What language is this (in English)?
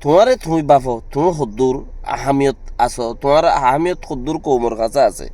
Rohingya